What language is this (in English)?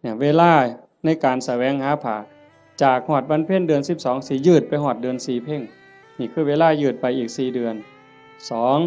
Northeastern Thai